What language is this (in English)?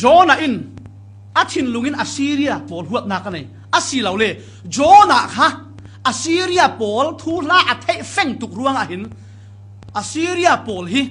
Falam Chin